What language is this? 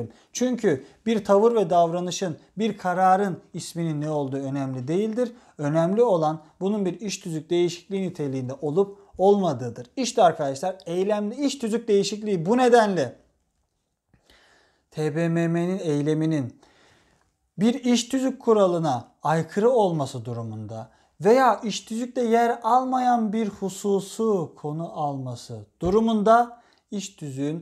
Turkish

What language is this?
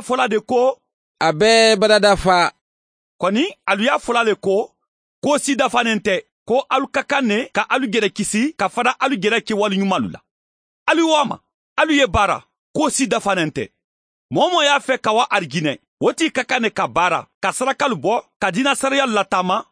Mandingo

